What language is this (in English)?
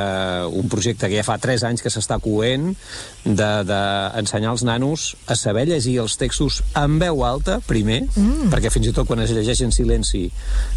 Catalan